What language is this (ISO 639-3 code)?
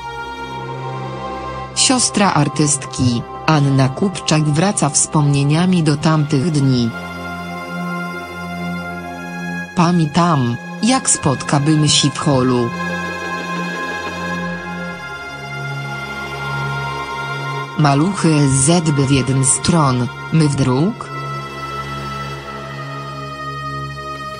pol